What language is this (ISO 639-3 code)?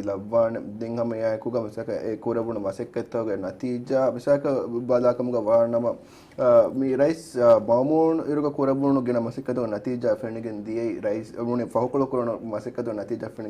div